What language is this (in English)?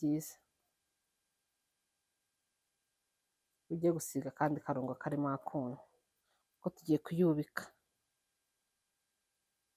Kinyarwanda